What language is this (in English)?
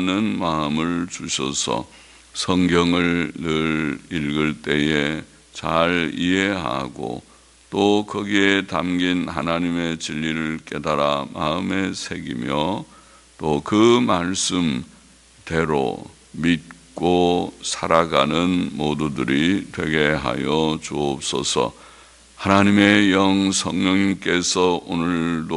Korean